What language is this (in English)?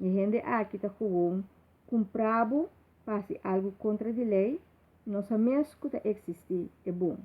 Papiamento